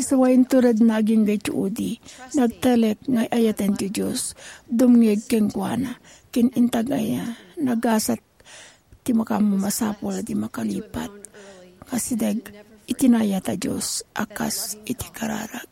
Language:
Iloko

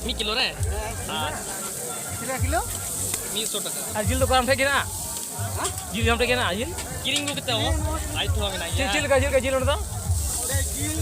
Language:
Santali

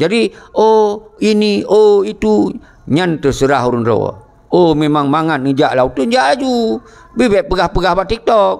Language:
Achinese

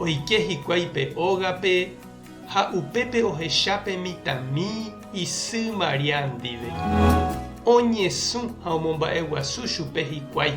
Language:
Guarani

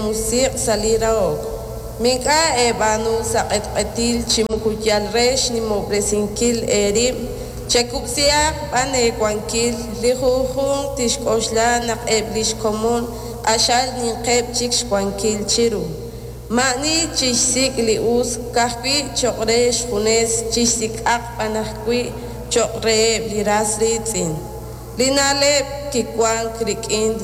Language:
Kekchí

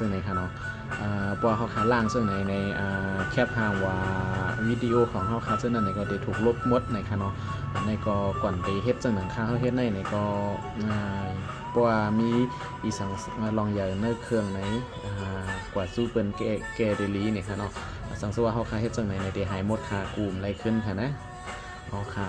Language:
Shan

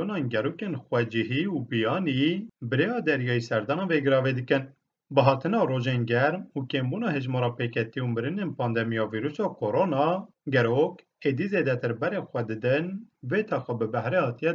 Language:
Kurdish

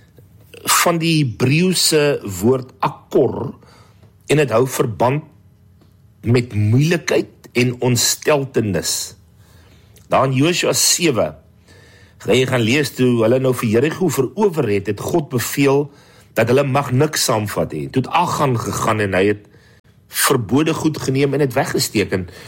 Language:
Afrikaans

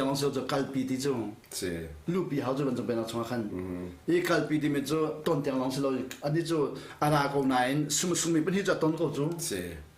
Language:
Hakha Chin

